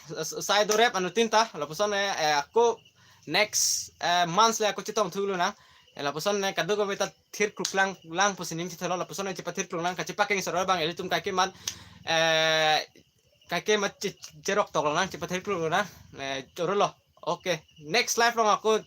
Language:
Karbi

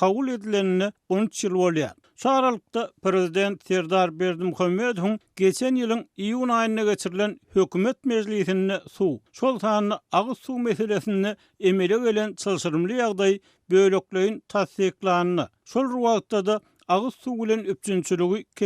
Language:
Turkmen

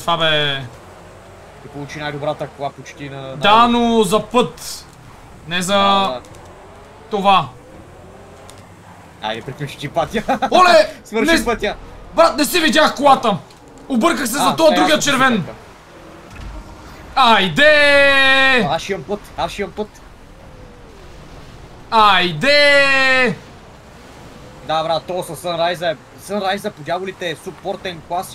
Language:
Bulgarian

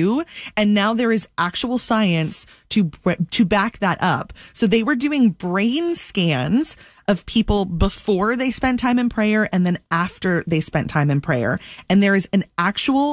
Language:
English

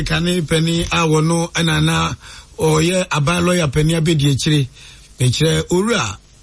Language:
Akan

